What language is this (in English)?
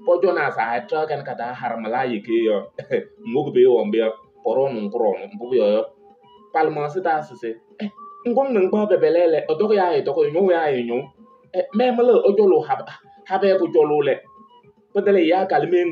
Kabiyè